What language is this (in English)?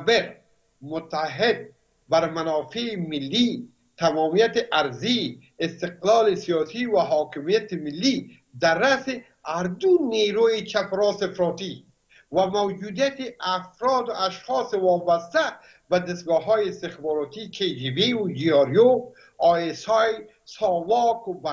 Persian